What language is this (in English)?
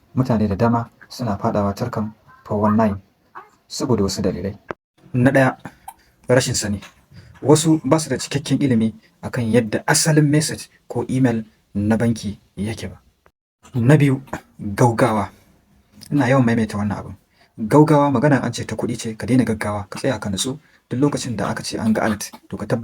Hausa